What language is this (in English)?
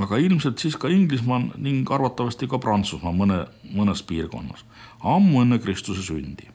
Estonian